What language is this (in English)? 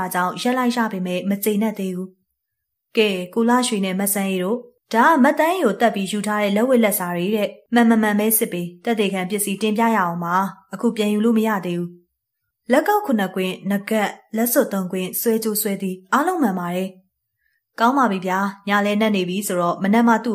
Burmese